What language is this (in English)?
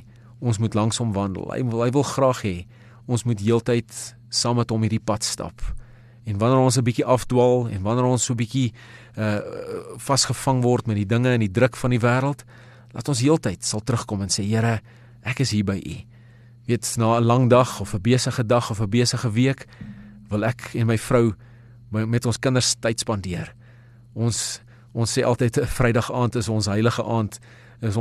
Afrikaans